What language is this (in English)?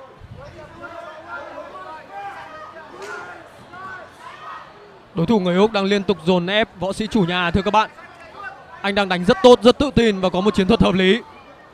Vietnamese